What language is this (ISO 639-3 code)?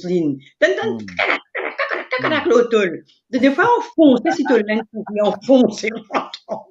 mfe